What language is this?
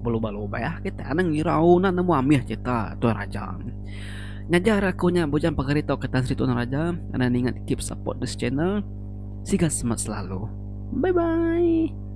Iban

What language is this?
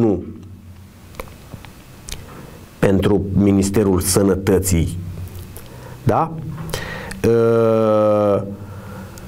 Romanian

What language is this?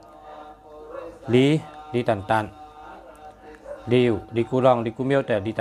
Shan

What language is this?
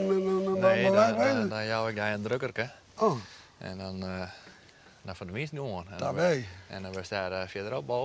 Western Frisian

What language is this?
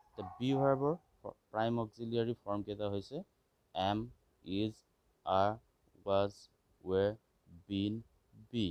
Assamese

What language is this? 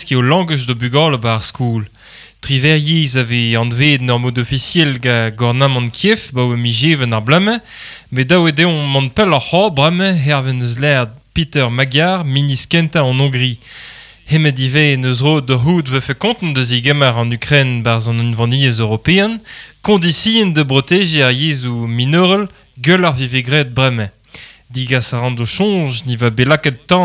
Breton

